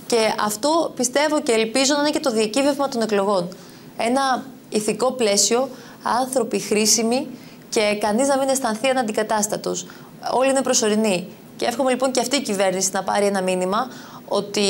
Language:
Greek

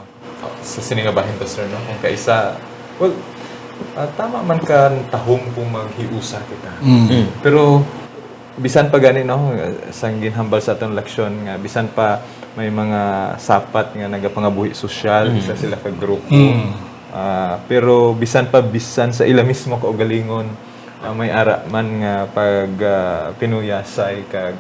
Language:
Hiligaynon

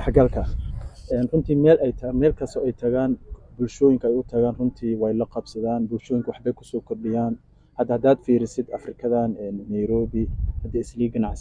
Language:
Somali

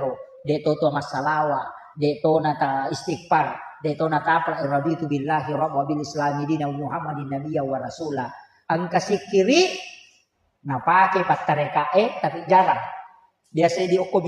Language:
Buginese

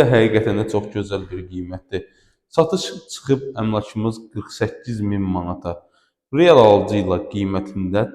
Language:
Azerbaijani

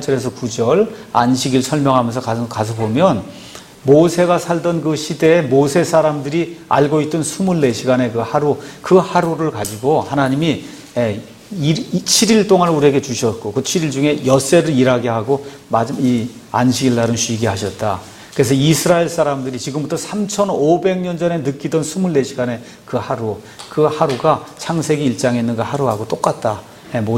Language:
Korean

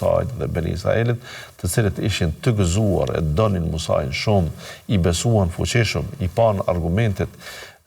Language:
Albanian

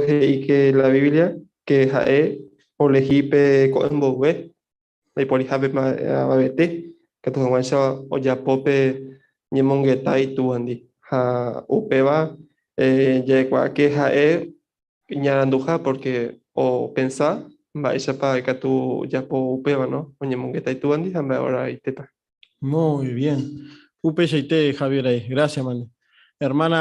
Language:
Guarani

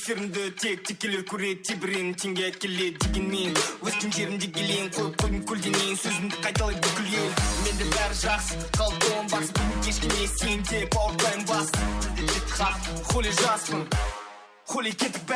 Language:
Kara-Kalpak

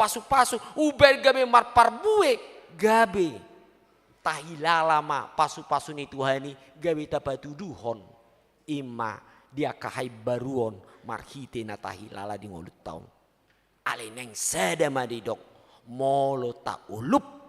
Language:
Batak Toba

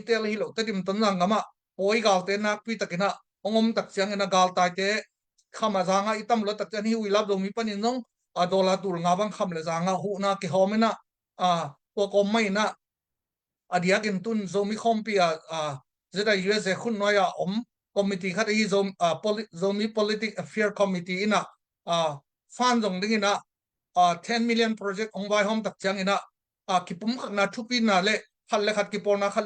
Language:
Tedim Chin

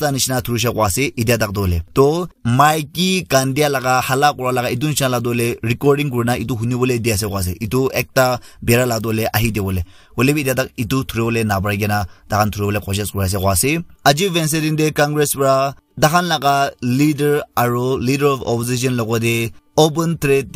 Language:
Naga Pidgin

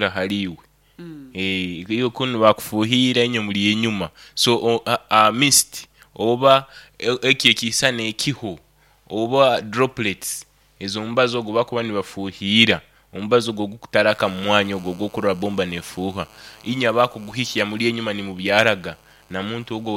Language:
Nyoro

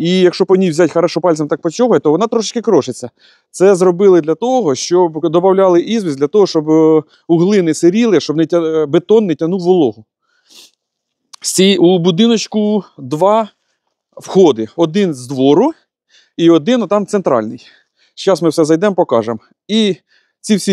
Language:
Ukrainian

